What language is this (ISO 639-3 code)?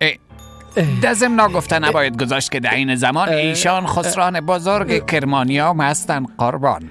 fas